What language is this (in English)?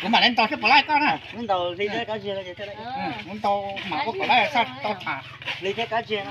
Hmong